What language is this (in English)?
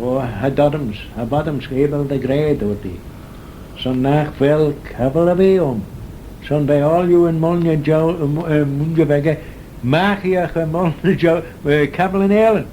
Manx